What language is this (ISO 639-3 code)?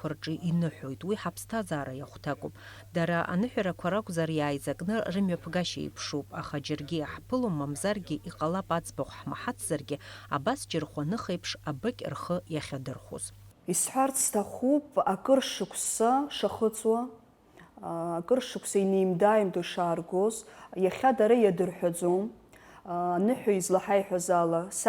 abk